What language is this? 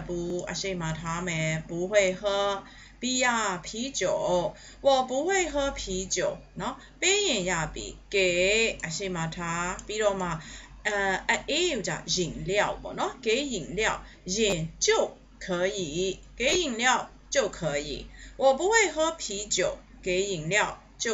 Burmese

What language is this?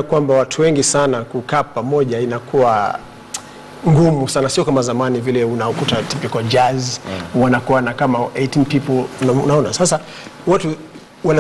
Swahili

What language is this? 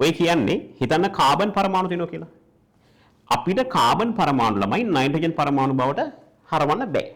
Sinhala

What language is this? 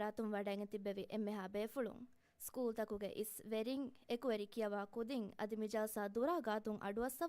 Divehi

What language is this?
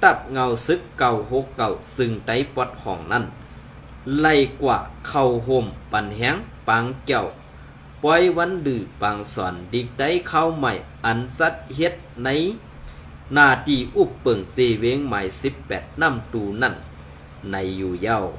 Shan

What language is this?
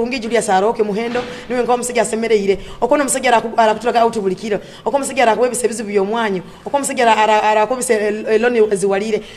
Nyoro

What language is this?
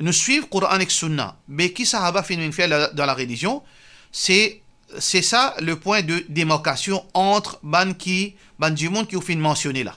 Morisyen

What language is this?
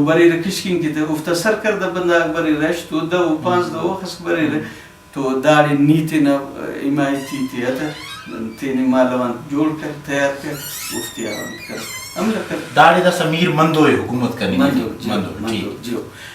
Brahui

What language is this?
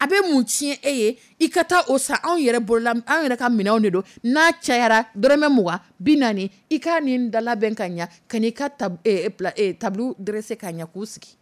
Dyula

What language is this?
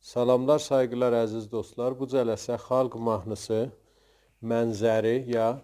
South Azerbaijani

